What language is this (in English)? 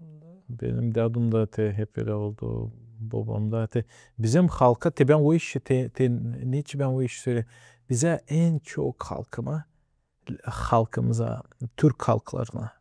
Gagauz